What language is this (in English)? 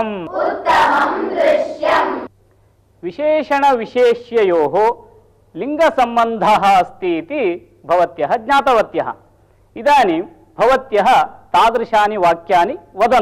Sanskrit